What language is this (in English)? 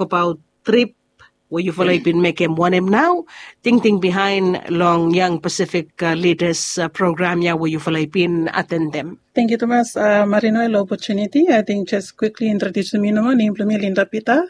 Bislama